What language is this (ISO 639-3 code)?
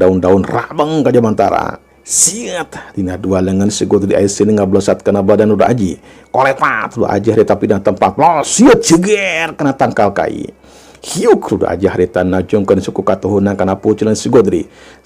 sun